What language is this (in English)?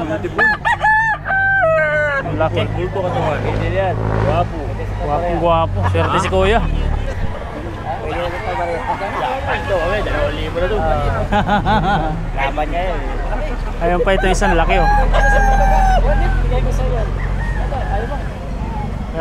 Filipino